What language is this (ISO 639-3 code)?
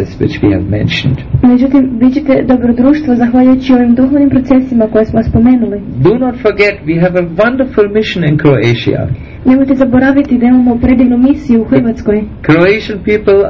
hrv